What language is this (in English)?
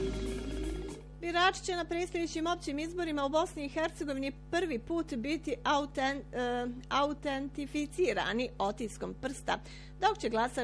Bosnian